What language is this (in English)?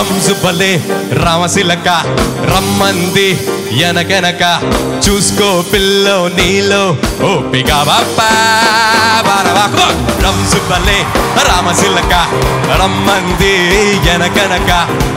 Telugu